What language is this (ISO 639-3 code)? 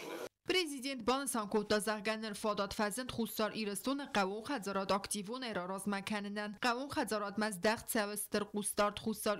oss